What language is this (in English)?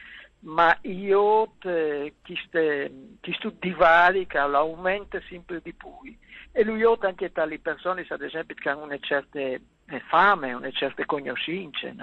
Friulian